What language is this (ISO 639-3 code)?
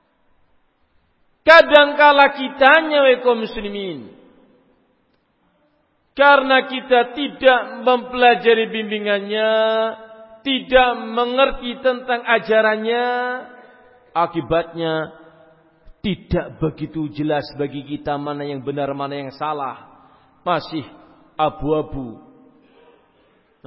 ind